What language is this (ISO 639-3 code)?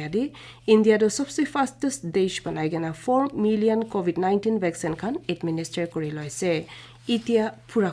nag